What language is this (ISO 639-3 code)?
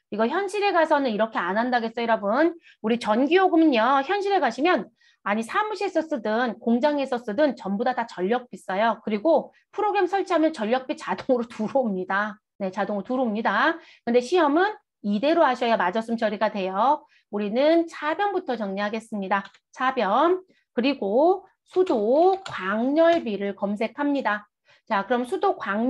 kor